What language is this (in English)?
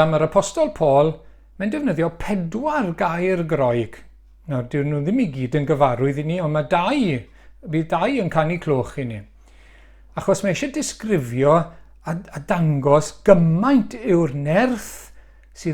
Welsh